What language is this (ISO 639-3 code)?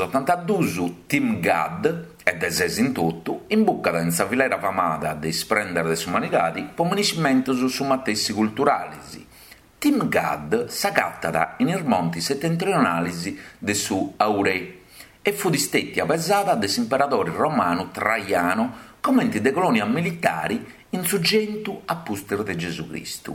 srd